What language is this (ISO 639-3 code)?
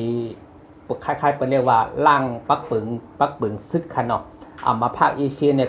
shn